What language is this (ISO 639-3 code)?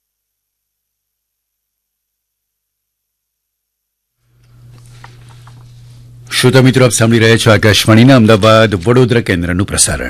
guj